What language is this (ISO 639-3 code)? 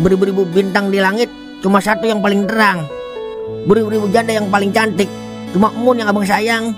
bew